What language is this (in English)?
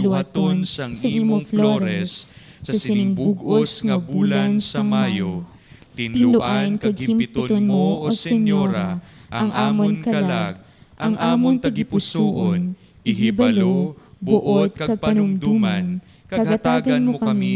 Hiligaynon